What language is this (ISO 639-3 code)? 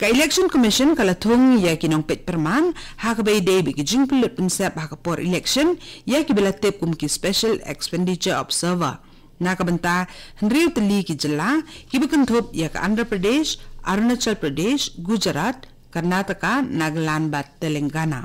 kha